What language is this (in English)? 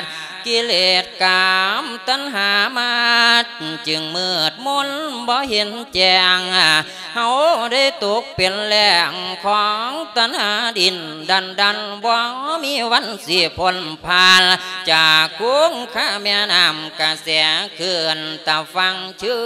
Lao